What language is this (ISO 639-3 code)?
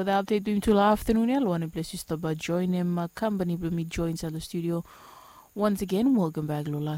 bis